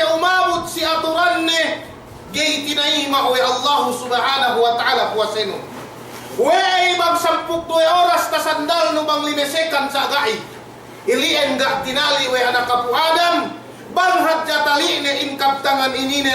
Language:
Yakan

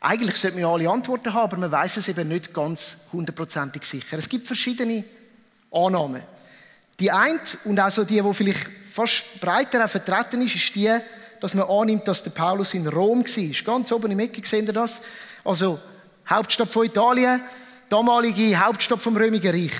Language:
Swiss German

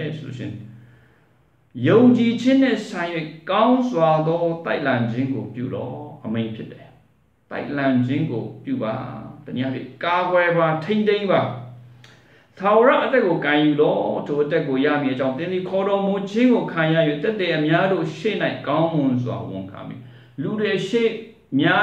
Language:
Burmese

